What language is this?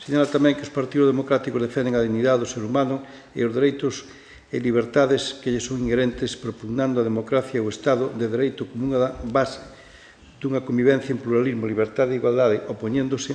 Galician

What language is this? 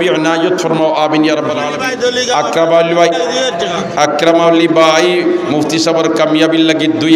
Sylheti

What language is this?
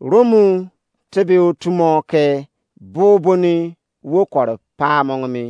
Izon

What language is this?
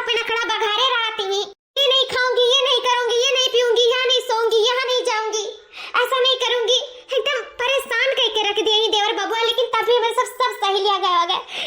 Awadhi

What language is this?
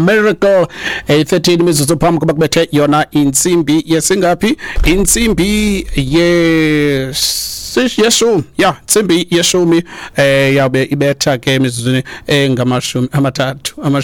Xhosa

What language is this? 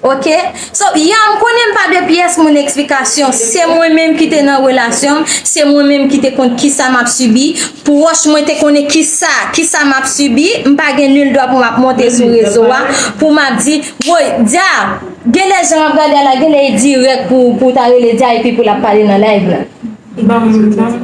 Haitian Creole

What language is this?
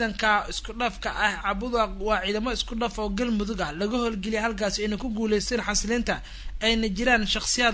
Somali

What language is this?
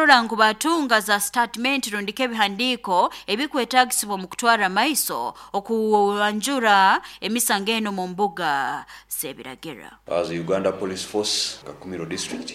Nyoro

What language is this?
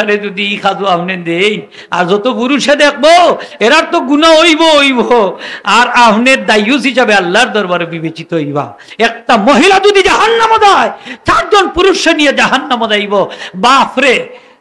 Sylheti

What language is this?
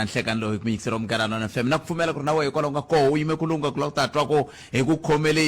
Tsonga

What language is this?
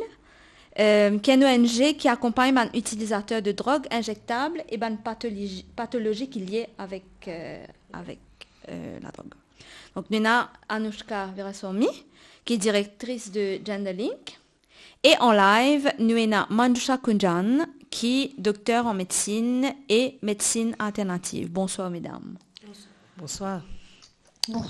Morisyen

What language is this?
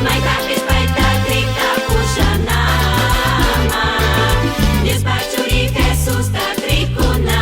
Chimborazo Highland Quichua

